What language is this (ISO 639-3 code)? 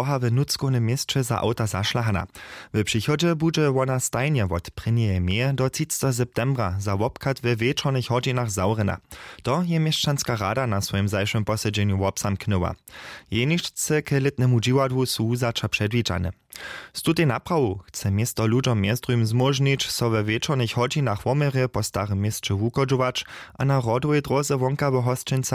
hsb